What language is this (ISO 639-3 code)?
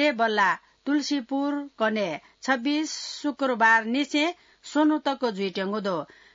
new